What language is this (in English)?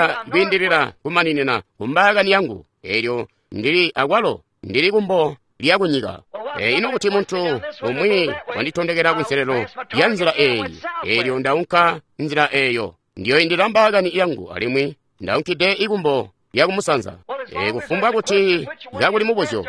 Tonga (Zambia)